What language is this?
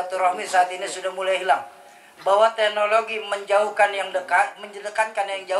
Indonesian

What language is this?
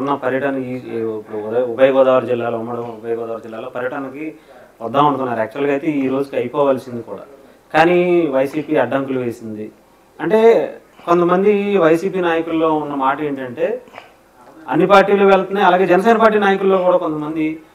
Telugu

